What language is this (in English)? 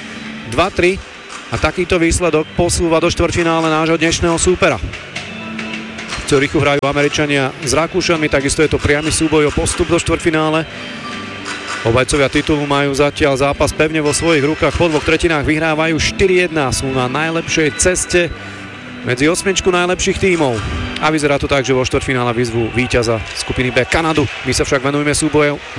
Slovak